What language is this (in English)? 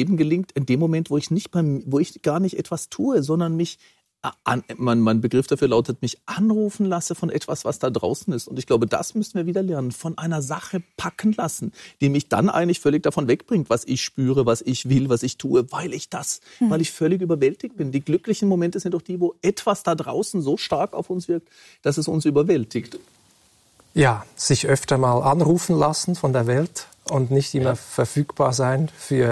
German